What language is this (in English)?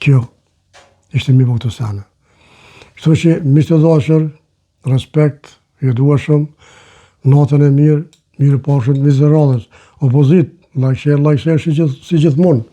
Albanian